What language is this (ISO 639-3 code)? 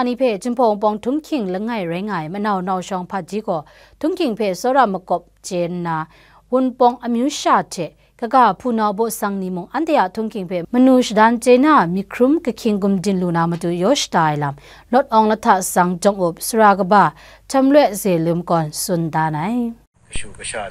kac